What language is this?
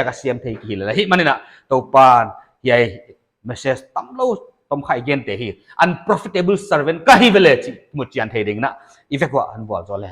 Paite Chin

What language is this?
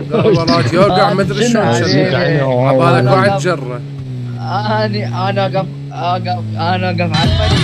Mesopotamian Arabic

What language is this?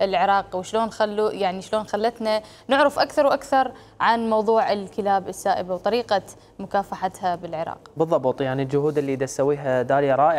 Mesopotamian Arabic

